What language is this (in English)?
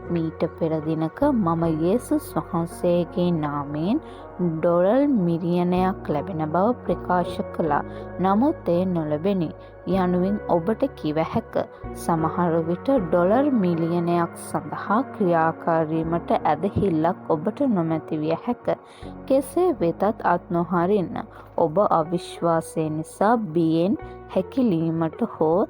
Sinhala